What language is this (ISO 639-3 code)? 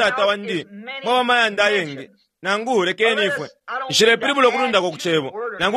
bem